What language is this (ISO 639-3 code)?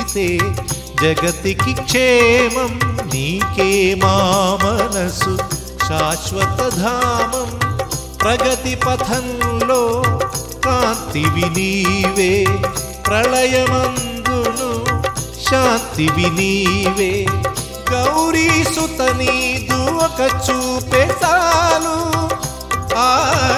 tel